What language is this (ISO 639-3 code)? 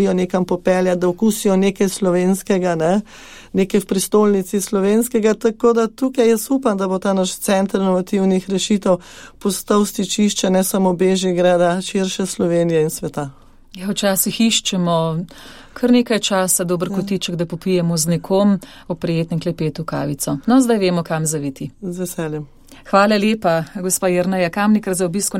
slv